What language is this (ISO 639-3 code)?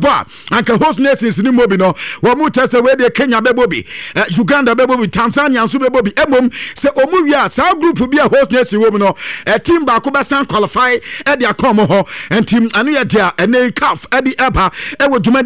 aka